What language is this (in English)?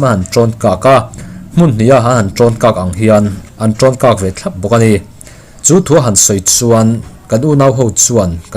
Mizo